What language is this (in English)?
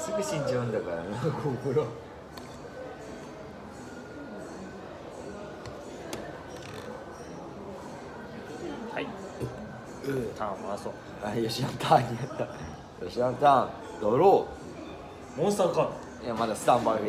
Japanese